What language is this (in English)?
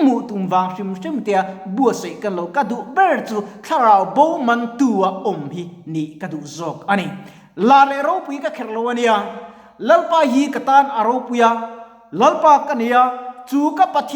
Mizo